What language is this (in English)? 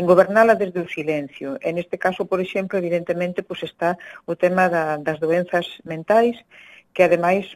Galician